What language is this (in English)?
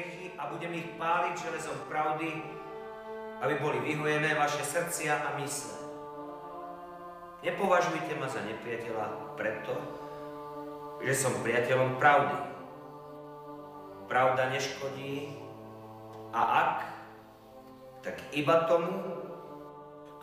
Slovak